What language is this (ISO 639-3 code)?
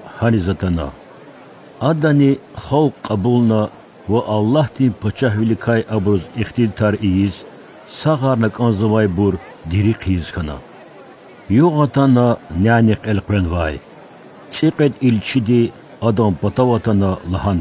lez